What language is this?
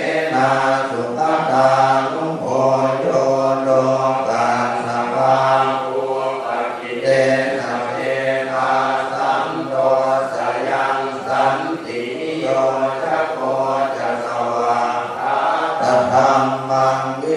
Pali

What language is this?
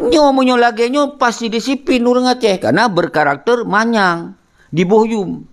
Achinese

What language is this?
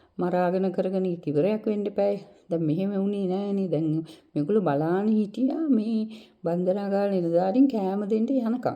Sinhala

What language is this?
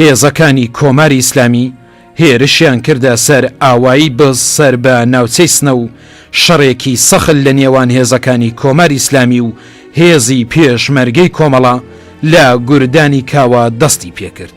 Central Kurdish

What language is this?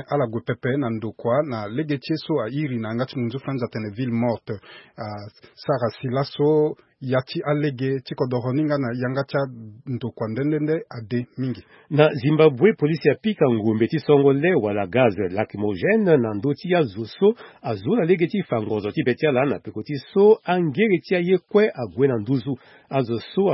Sango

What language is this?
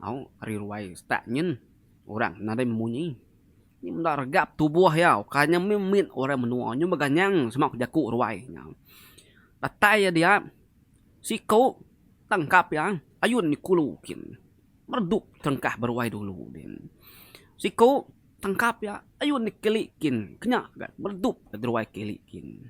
Iban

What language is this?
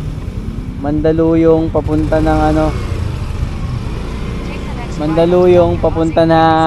Filipino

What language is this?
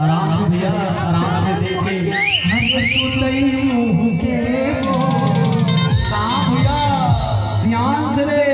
Chhattisgarhi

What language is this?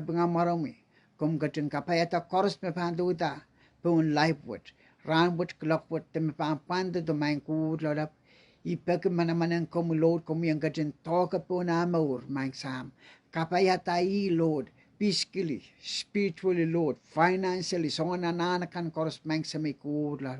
Pohnpeian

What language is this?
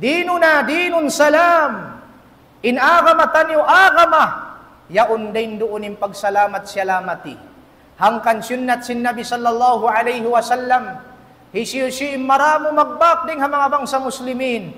Tausug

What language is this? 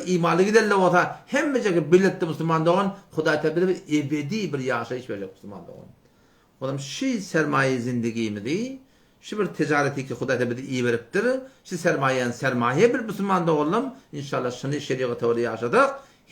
Turkmen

